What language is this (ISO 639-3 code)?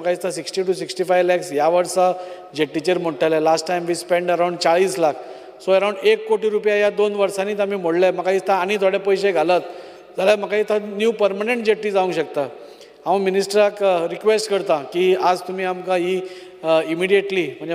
kok